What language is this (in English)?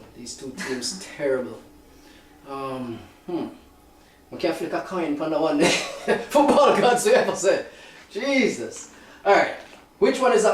Jamaican Creole English